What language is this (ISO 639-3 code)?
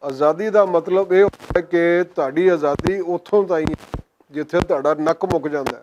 lah